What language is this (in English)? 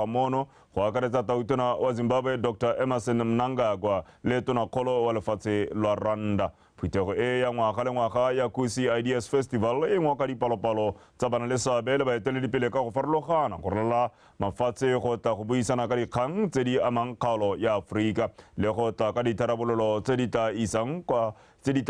Tswana